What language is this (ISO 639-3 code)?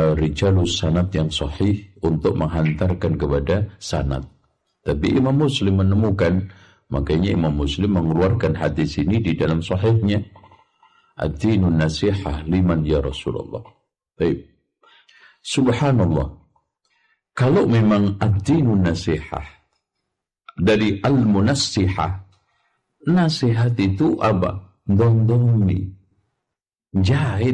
ind